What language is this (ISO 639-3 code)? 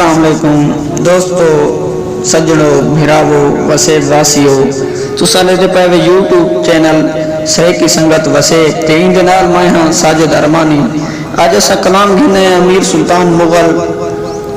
skr